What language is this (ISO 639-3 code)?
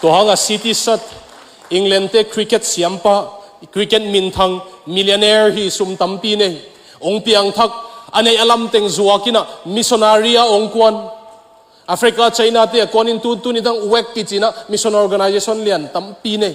ctd